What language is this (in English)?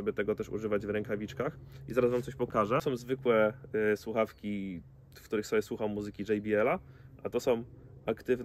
Polish